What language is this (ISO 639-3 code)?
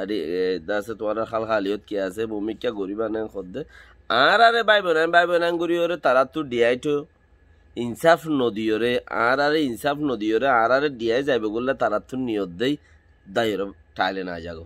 rhg